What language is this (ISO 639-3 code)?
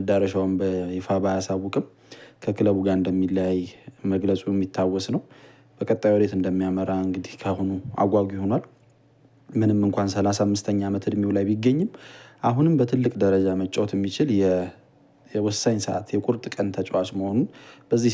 amh